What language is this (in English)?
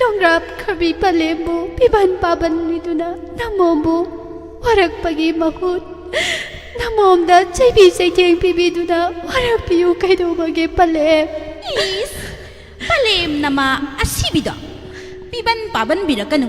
Manipuri